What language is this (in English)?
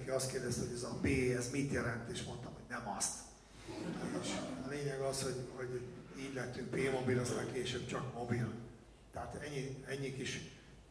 Hungarian